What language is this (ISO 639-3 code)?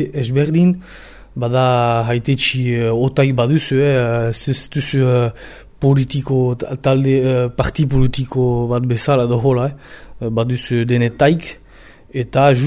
eus